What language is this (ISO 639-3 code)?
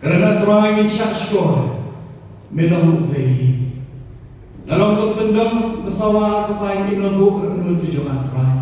kha